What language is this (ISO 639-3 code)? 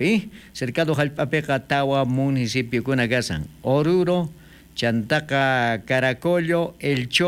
quh